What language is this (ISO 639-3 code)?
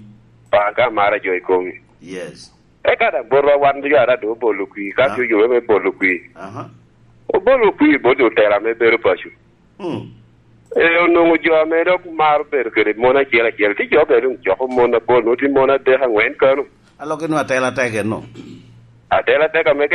laj